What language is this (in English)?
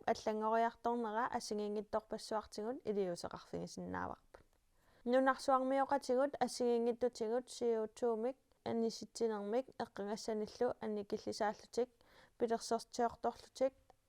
Kalaallisut